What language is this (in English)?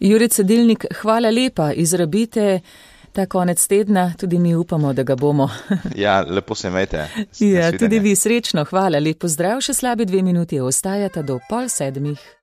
Slovenian